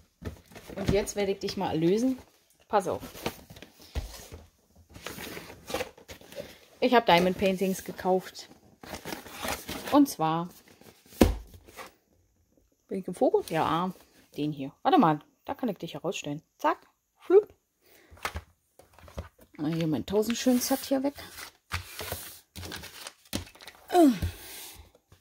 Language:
German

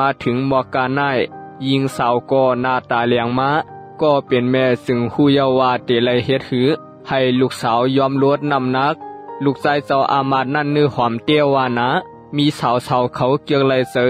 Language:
Shan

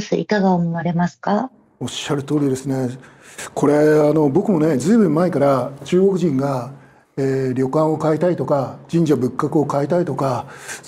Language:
Japanese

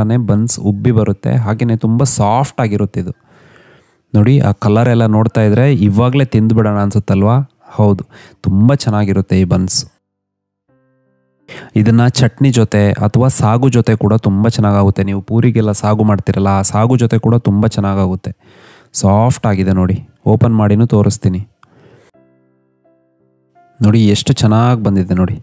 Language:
Kannada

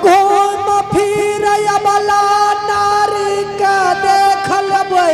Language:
Angika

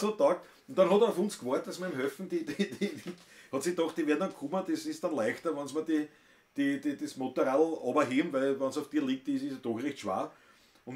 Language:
Bavarian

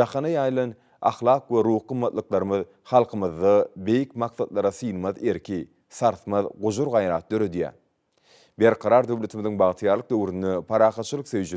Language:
Turkmen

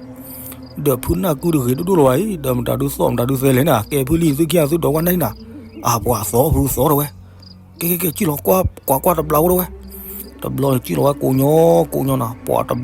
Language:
S'gaw Karen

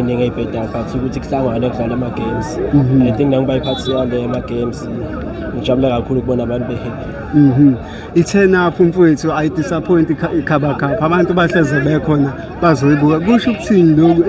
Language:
Zulu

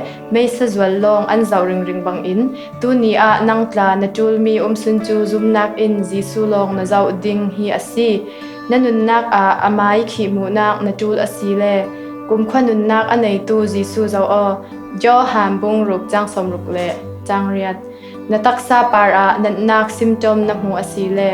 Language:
Falam Chin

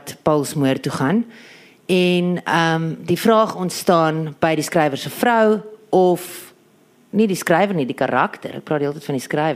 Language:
Afrikaans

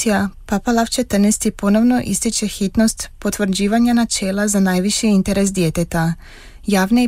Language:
Croatian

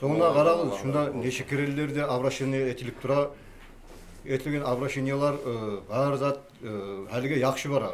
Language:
Kumyk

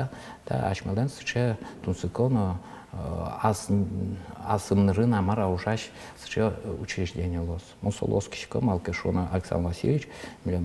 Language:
Udmurt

